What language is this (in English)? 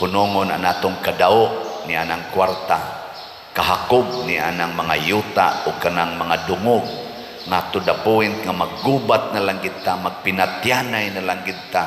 Cebuano